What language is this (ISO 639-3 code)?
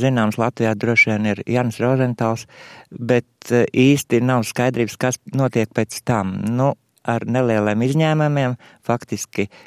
lav